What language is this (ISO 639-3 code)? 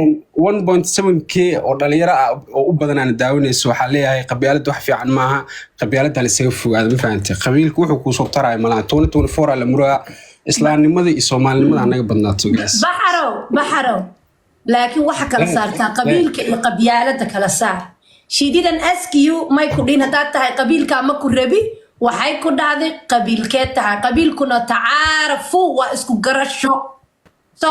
som